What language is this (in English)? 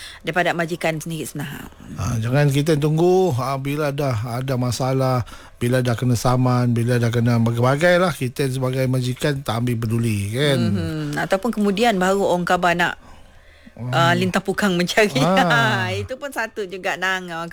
Malay